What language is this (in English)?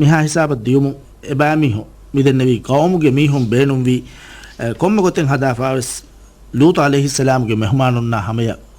Divehi